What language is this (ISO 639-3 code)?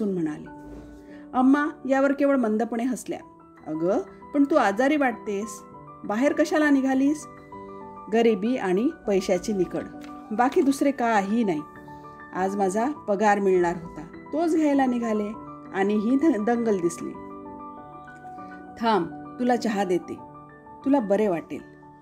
mar